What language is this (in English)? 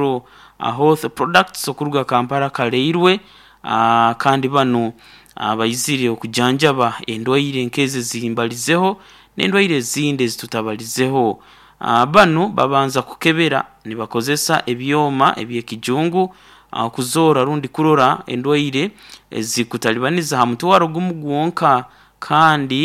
Nyoro